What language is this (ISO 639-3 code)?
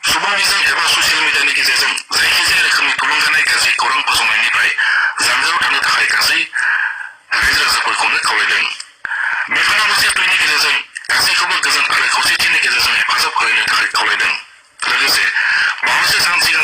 brx